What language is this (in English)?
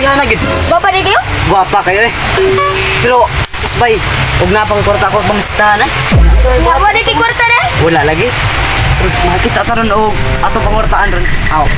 Cebuano